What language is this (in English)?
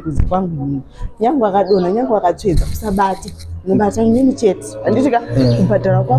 Shona